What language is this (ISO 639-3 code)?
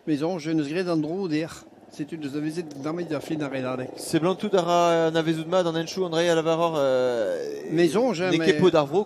bre